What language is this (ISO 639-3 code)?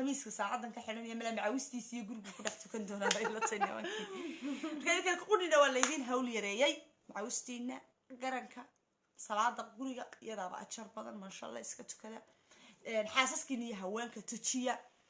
som